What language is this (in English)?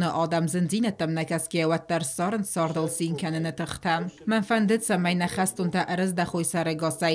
Ossetic